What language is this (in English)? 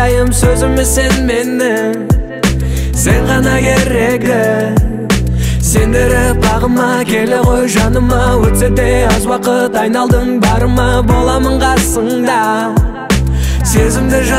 Kazakh